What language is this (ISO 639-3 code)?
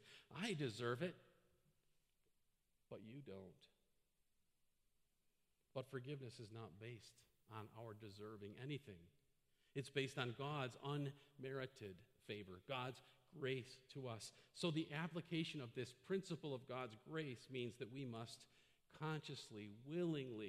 eng